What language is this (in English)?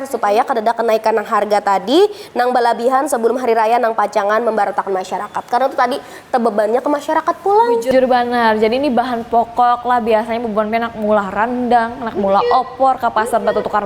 Banjar